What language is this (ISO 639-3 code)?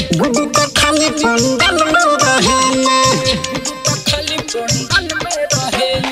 bho